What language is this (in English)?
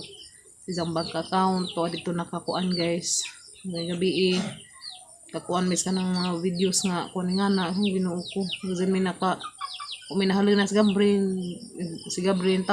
Cebuano